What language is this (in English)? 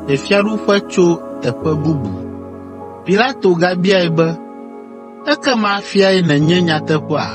Ewe